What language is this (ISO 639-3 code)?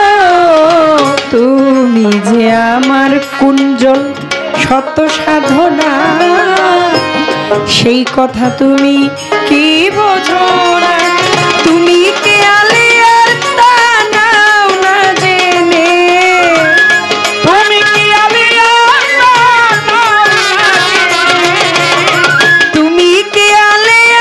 ben